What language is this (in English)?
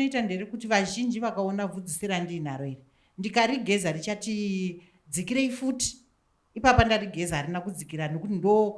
Shona